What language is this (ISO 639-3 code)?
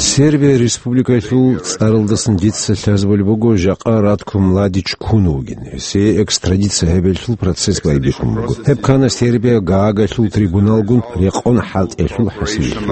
ava